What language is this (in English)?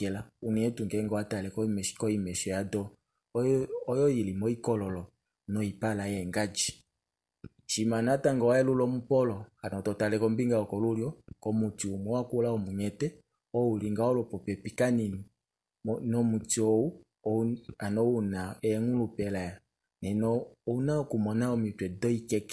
Kuanyama